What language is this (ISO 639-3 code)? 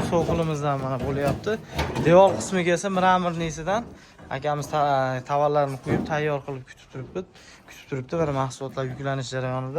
uzb